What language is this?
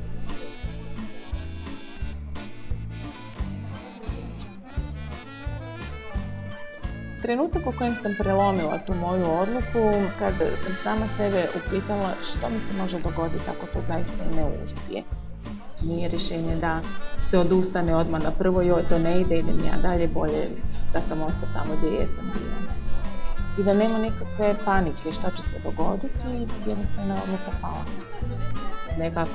Croatian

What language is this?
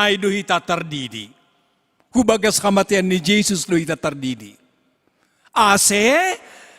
Batak Simalungun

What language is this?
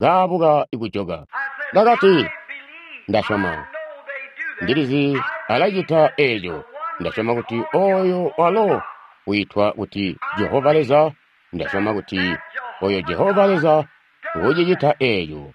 Tonga (Zambia)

